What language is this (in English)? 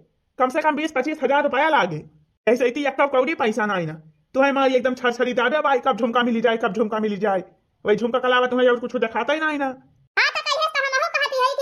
Awadhi